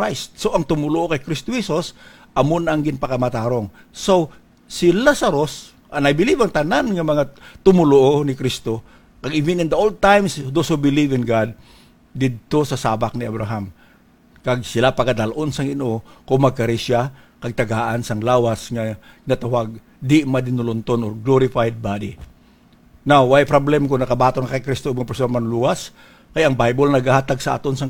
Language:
Hiligaynon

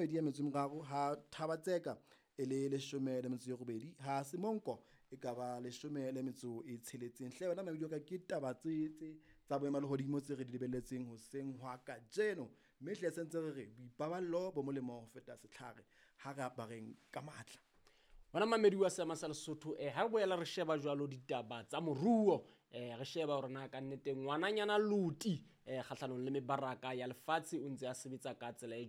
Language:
Southern Sotho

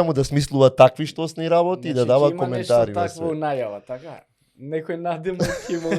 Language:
Macedonian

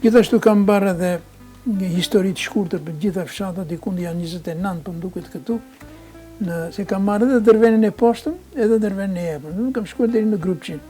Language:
Albanian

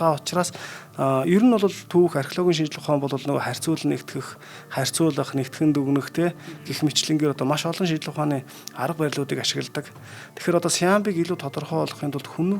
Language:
Mongolian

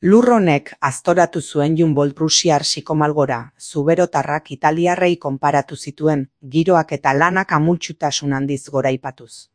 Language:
Basque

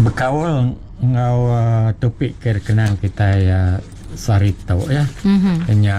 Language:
Iban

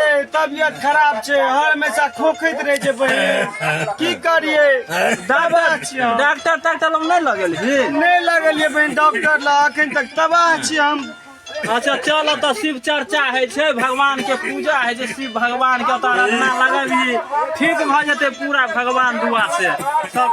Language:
Maithili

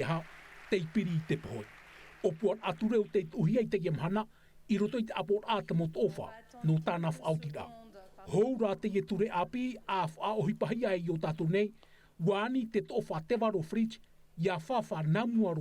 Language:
Tahitian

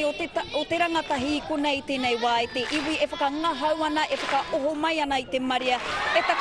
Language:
Māori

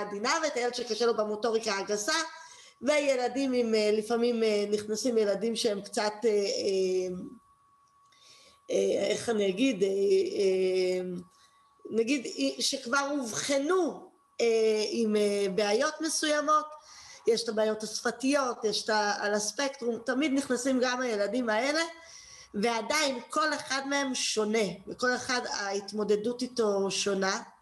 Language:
Hebrew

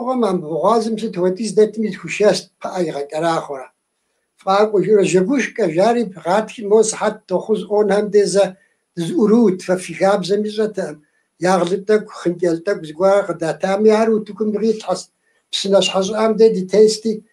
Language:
Kabardian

